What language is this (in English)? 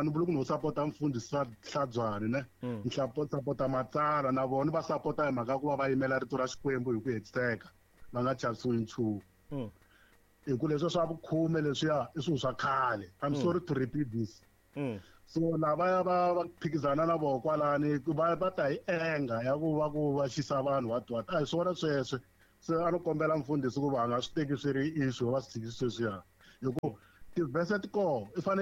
Tsonga